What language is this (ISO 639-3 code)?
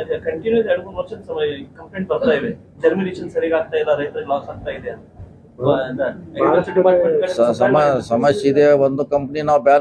kan